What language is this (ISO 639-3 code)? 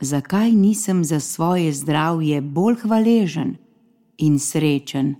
slv